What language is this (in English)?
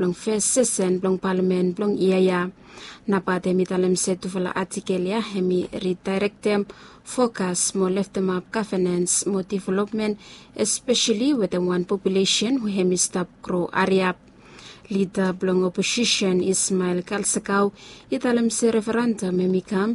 Bislama